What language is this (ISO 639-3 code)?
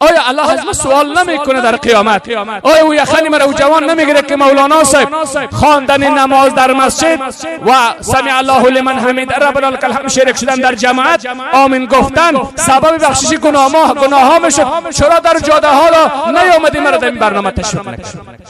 fas